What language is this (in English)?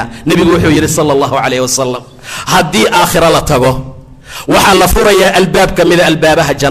Somali